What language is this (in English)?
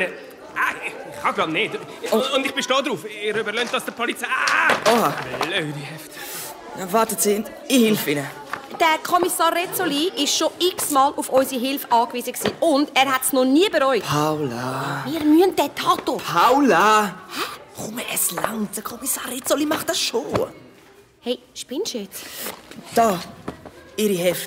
Swiss German